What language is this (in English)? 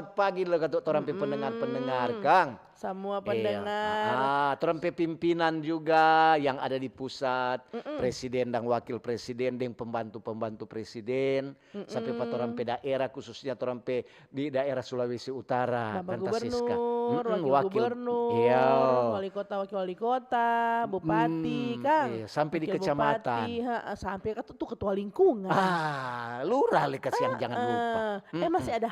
Manado Malay